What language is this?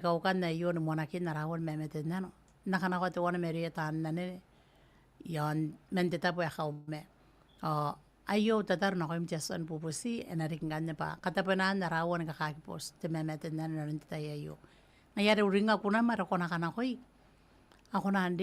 Gilbertese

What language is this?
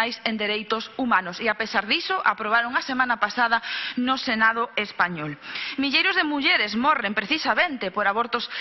Galician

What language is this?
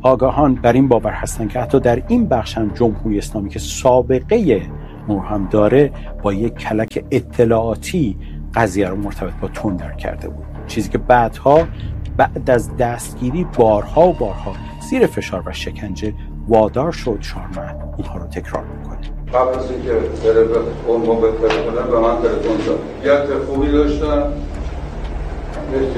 Persian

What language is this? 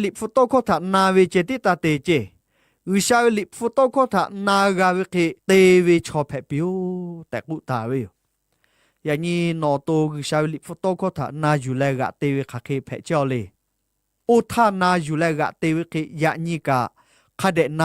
Lahu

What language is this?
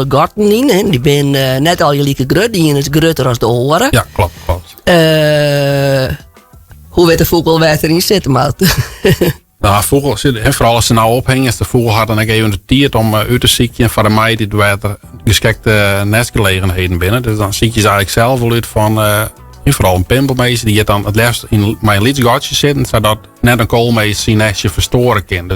Western Frisian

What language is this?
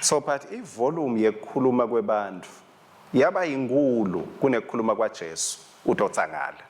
Swati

